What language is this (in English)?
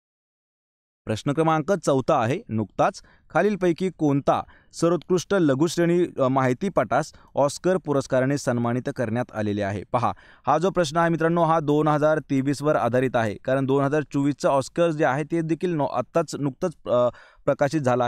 Marathi